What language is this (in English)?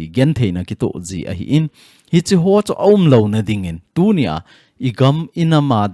Thado Chin